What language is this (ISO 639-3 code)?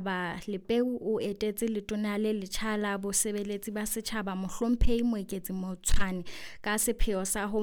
sot